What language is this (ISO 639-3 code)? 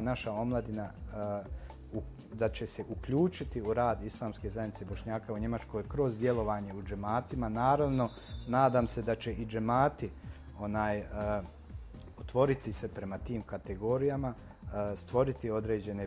bos